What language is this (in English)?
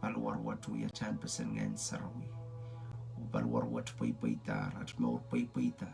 Pohnpeian